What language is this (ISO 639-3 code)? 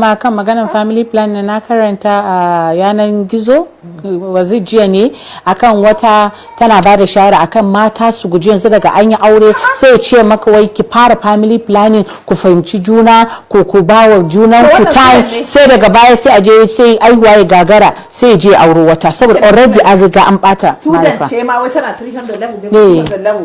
hau